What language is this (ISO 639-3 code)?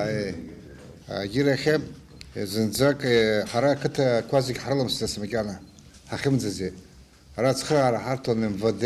abk